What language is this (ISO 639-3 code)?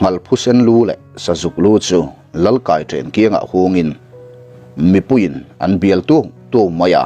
lus